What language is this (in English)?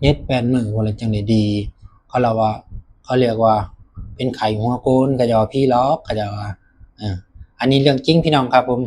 Northeastern Thai